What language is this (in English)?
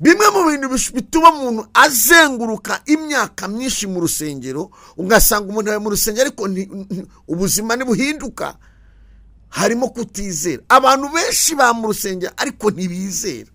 Kinyarwanda